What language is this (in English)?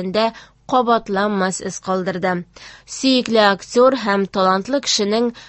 Tatar